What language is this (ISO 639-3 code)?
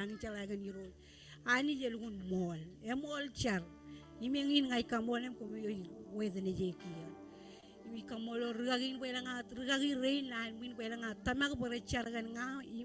mah